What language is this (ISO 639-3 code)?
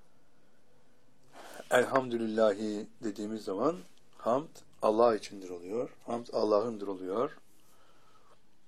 tur